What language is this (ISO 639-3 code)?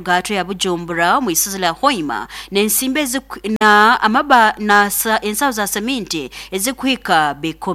nyo